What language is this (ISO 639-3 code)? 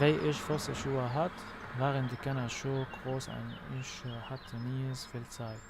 apc